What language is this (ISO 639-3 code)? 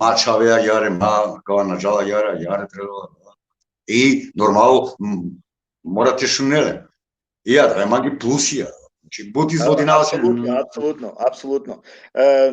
rmn